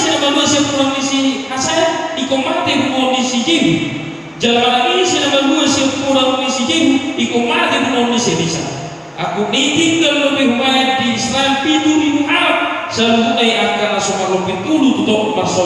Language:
Batak Toba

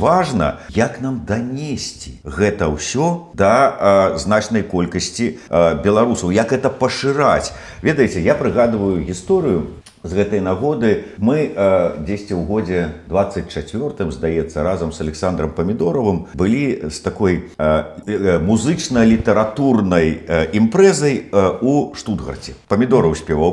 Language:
Belarusian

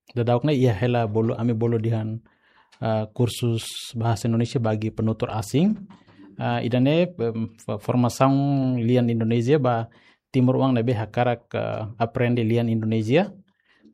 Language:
Tetum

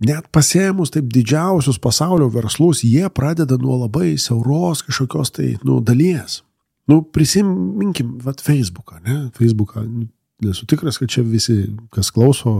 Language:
Lithuanian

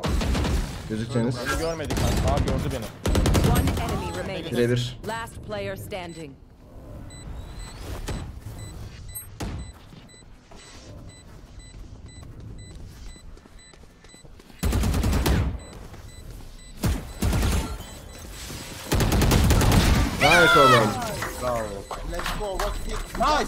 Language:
Turkish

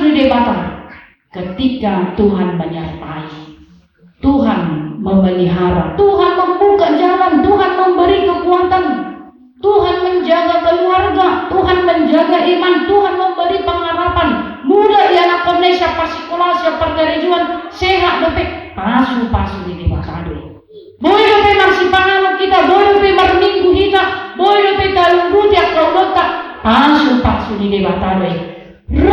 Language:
Batak Toba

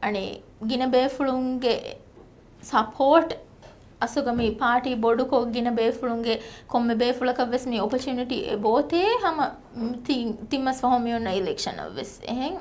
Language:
Divehi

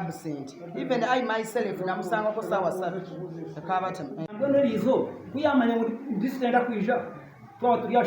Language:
Nyankole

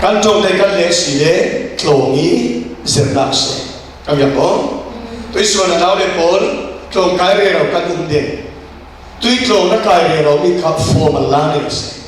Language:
Falam Chin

